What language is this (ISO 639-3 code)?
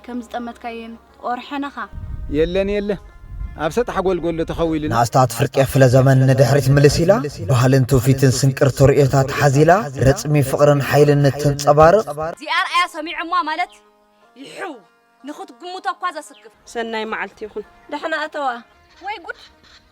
tir